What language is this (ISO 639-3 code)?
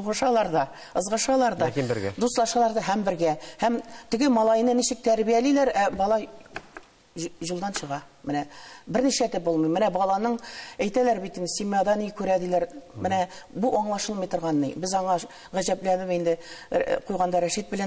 tat